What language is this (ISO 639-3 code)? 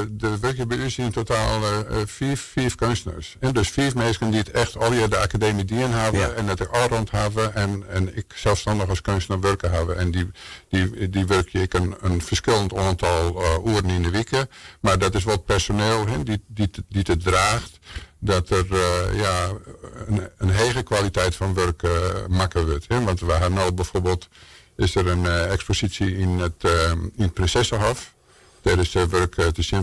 fry